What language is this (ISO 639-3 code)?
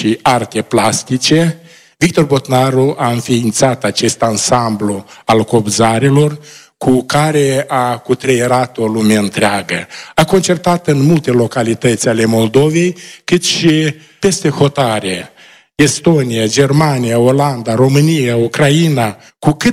ron